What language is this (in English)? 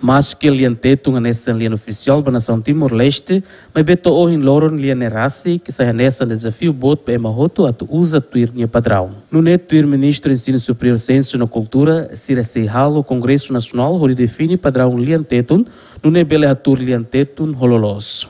Tetum